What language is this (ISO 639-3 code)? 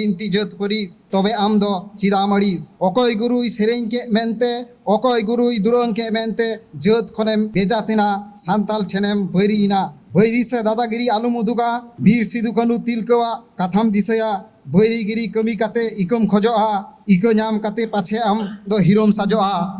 sat